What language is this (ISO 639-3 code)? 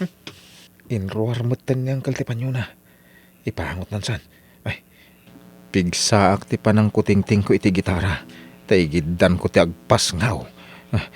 ilo